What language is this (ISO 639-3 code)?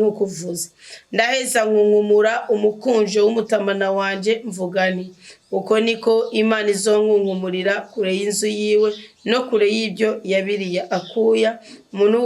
run